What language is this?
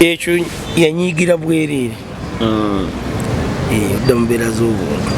Ganda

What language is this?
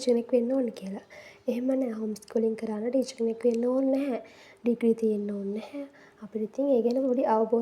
Sinhala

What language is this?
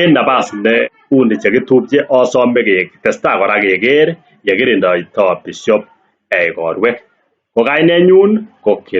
Kalenjin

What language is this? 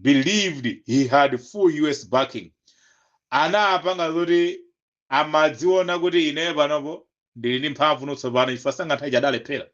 Nyanja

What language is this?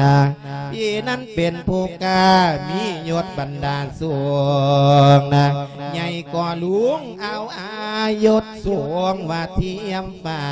Lao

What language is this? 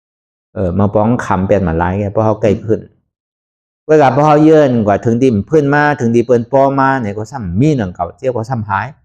Shan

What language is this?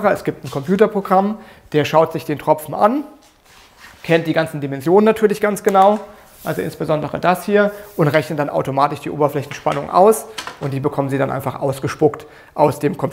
German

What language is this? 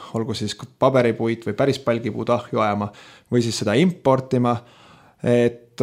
Estonian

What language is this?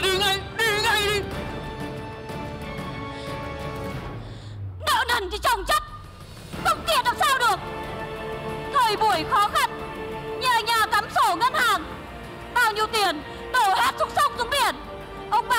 Vietnamese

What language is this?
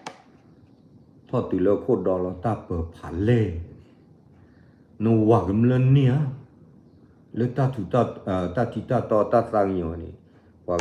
S'gaw Karen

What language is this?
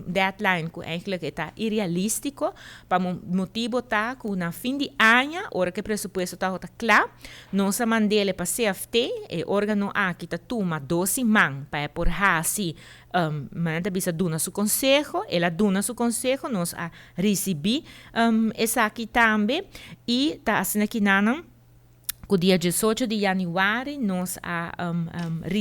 Papiamento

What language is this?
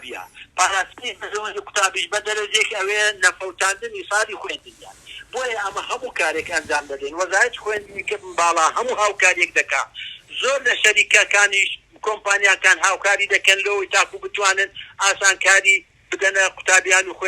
Central Kurdish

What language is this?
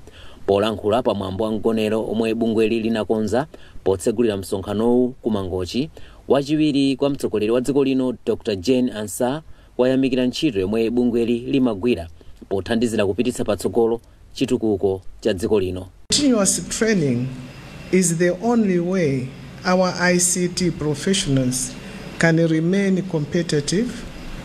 Nyanja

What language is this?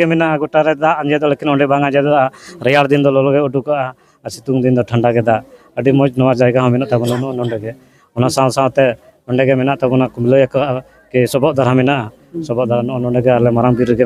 Santali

